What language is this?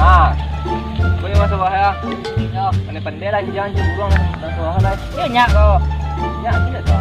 Minangkabau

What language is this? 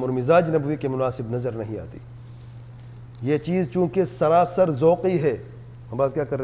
Urdu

